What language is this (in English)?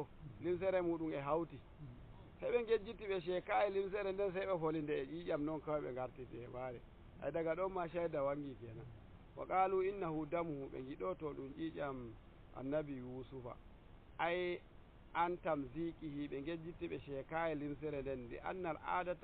Nigerian Fulfulde